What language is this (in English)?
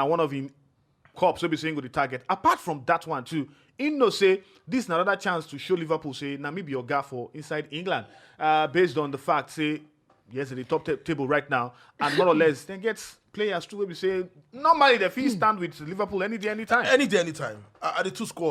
Nigerian Pidgin